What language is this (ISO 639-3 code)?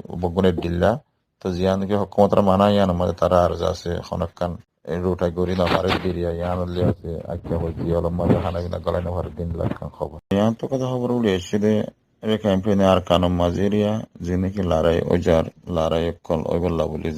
rhg